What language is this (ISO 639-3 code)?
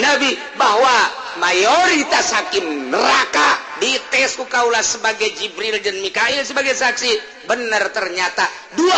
sun